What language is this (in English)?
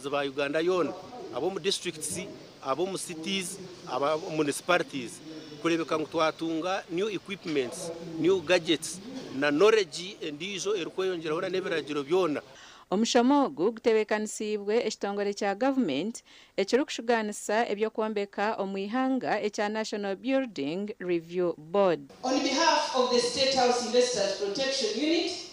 Nyankole